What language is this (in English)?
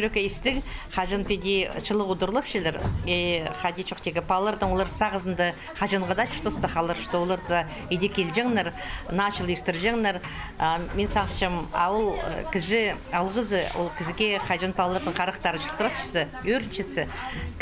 Khakas